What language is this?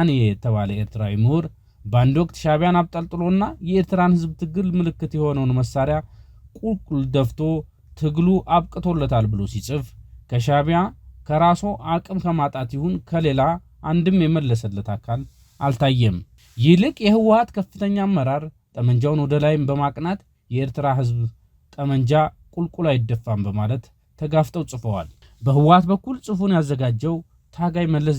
Amharic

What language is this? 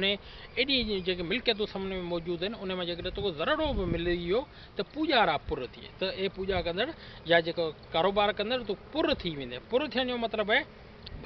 Sindhi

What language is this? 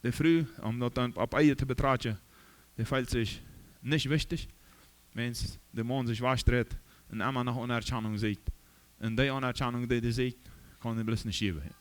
Plautdietsch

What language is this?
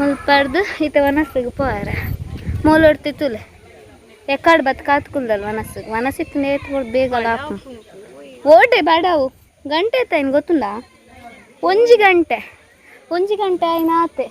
Tulu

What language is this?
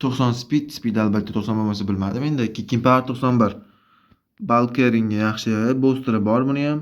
Uzbek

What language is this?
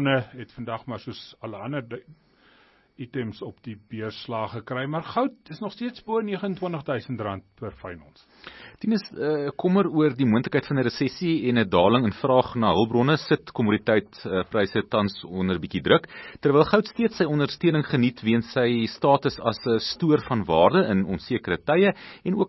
Afrikaans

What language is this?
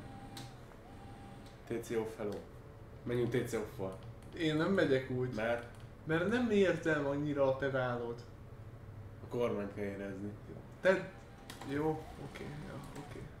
Hungarian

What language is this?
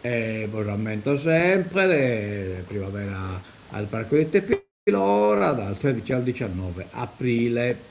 Sardinian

